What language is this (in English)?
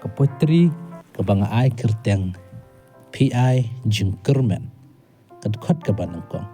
Khasi